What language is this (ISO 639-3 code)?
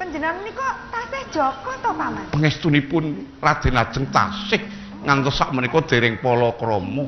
jav